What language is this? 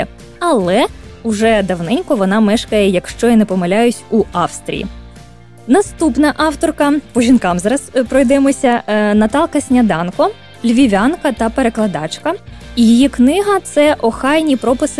Ukrainian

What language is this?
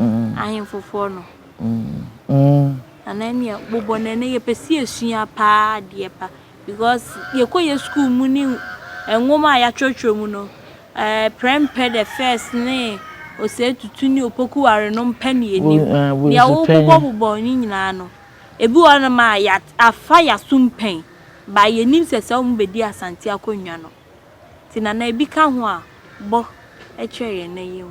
Akan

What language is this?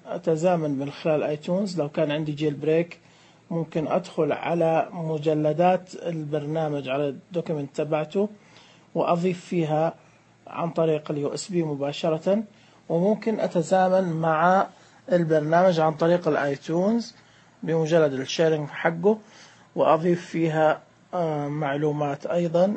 Najdi Arabic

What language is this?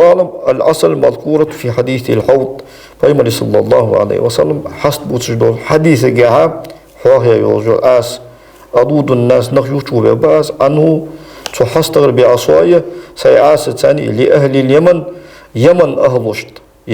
Ingush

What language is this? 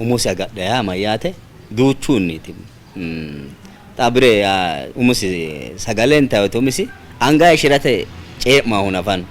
Sidamo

